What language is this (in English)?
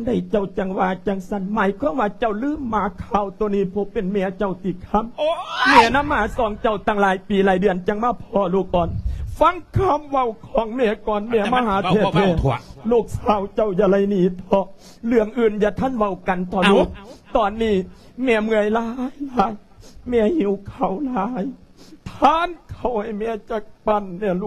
Lao